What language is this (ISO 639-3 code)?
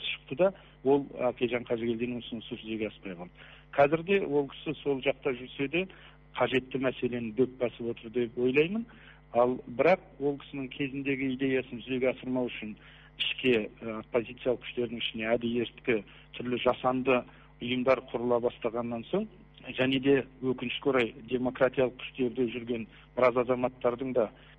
kaz